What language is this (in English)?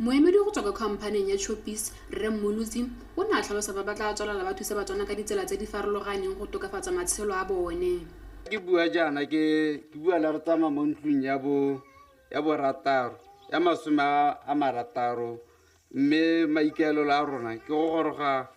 Tswana